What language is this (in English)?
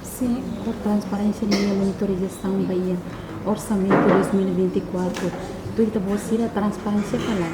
Tetum